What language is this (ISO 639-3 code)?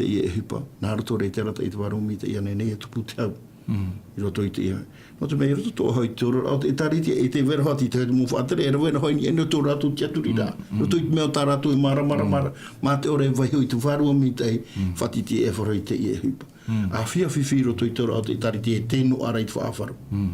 tah